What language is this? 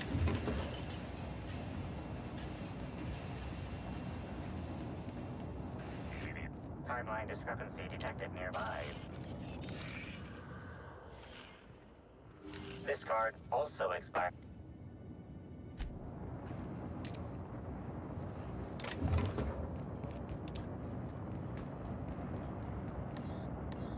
English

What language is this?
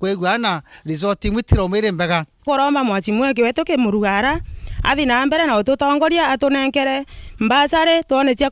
Meru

